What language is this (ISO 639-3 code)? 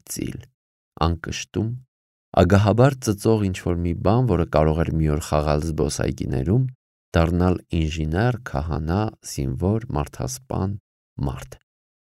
hye